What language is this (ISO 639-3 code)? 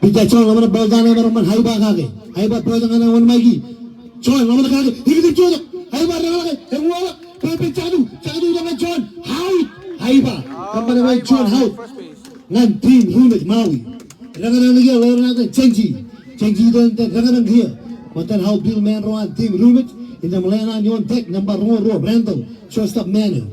mah